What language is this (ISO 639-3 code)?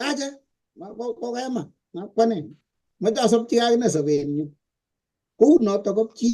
kln